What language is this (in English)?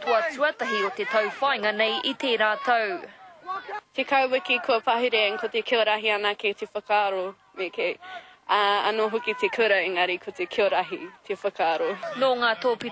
Māori